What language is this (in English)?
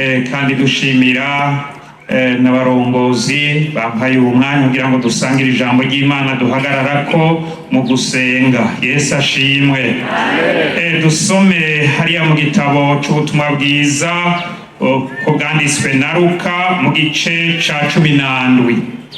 Rundi